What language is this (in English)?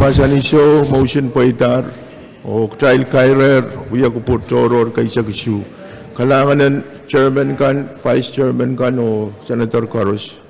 Pohnpeian